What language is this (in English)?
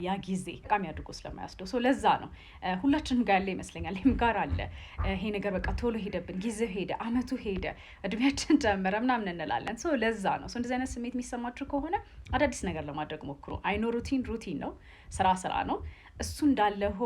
Amharic